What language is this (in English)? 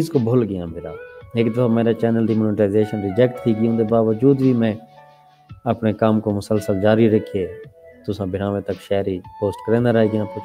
Saraiki